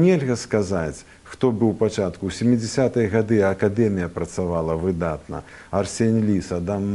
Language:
Belarusian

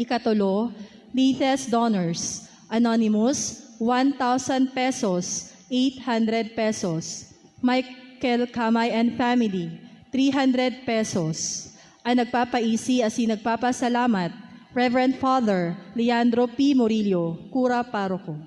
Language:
Bikol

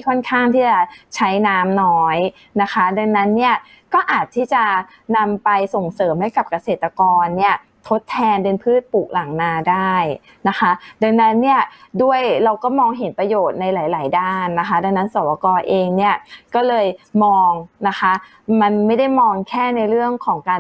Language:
Thai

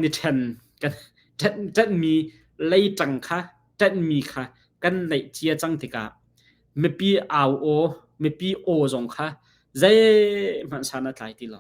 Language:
Hakha Chin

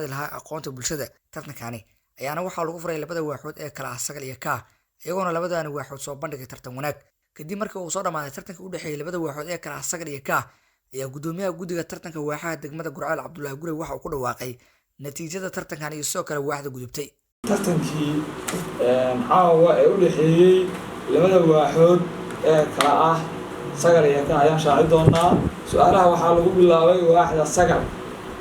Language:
Somali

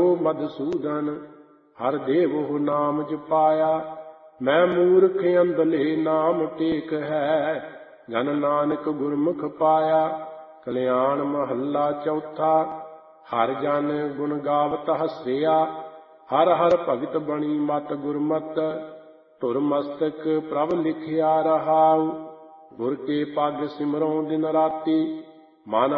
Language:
Punjabi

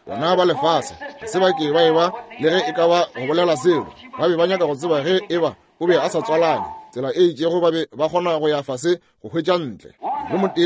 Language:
Northern Sotho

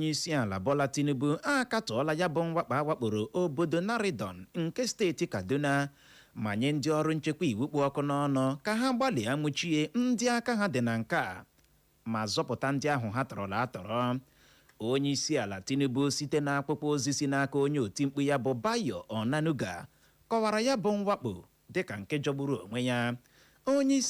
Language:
Igbo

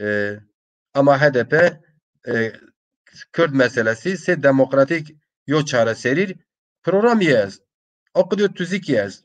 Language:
Zaza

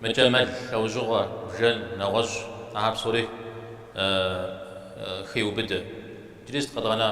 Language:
Kabardian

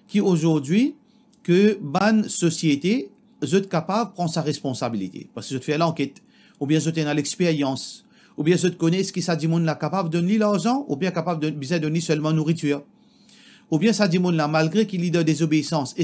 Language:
Morisyen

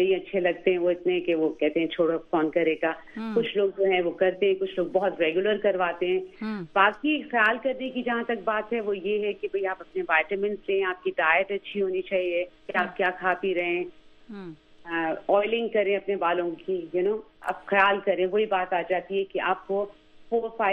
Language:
Urdu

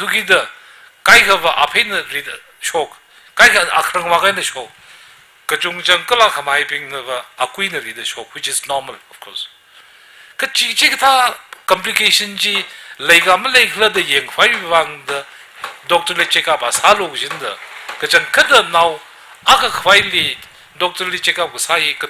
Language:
Tangkhul Naga (India)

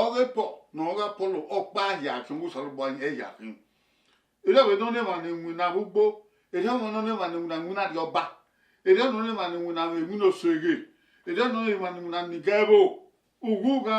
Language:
Bini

